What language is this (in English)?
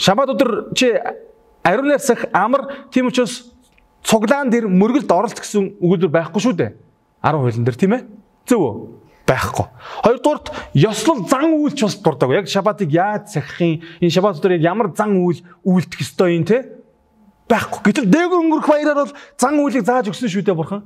Mongolian